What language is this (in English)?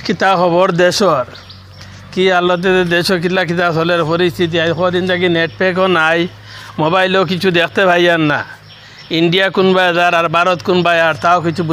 Sylheti